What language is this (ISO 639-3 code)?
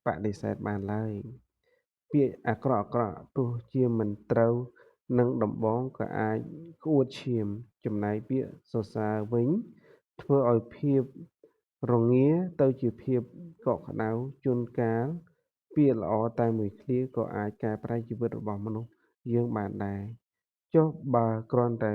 khm